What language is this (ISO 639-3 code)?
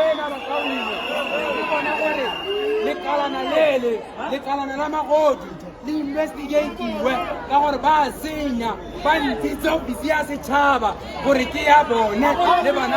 tsn